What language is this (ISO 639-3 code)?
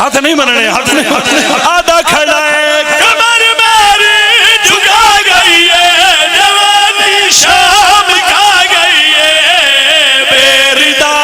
phr